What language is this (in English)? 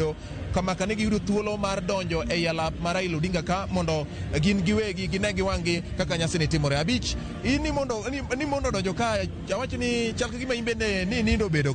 Luo (Kenya and Tanzania)